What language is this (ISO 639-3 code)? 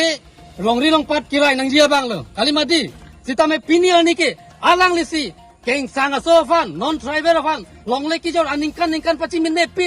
mjw